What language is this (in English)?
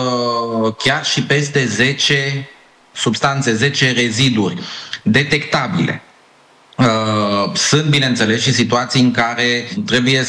Romanian